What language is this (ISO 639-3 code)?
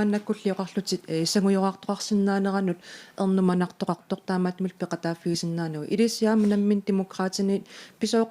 kal